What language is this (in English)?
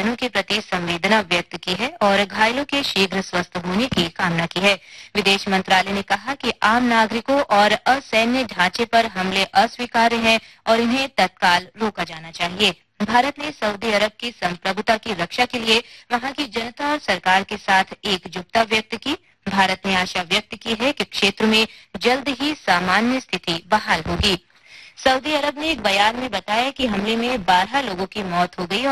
Hindi